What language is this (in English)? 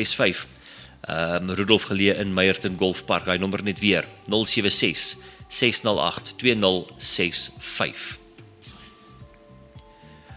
Afrikaans